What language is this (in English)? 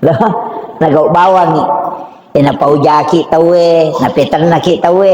Buginese